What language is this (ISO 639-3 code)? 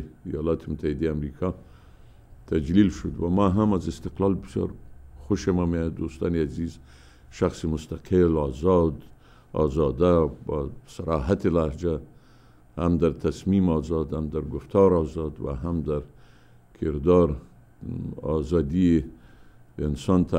fas